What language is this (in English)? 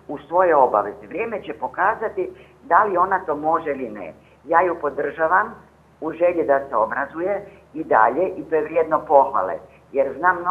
Croatian